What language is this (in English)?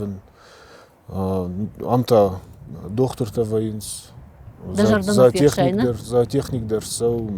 Ossetic